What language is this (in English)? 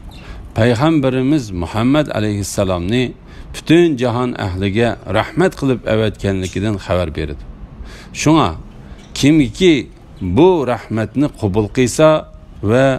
Uyghur